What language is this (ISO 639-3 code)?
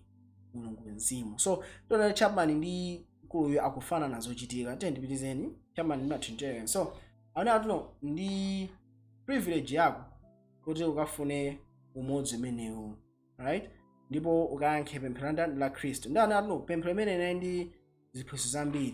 nya